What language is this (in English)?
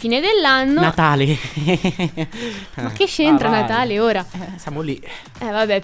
Italian